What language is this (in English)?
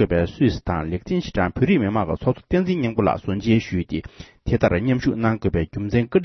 Tibetan